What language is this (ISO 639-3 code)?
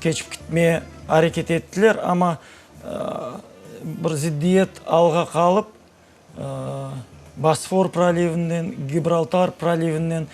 crh